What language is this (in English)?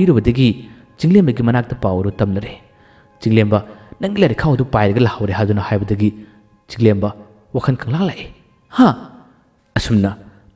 Manipuri